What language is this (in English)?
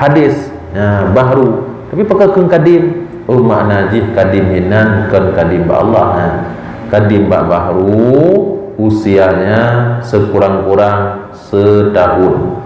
Achinese